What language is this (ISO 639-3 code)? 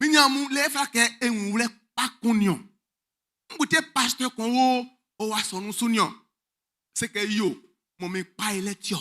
bci